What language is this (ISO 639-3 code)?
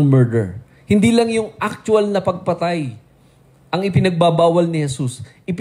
fil